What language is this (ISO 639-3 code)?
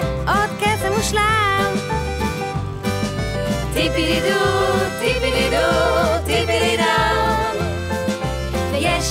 heb